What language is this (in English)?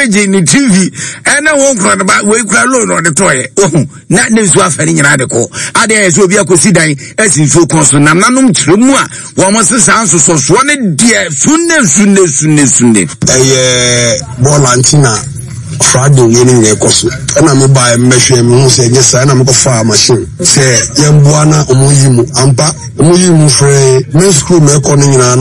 Akan